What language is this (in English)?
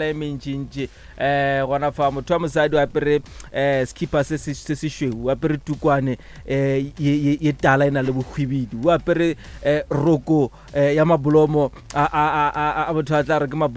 Northern Sotho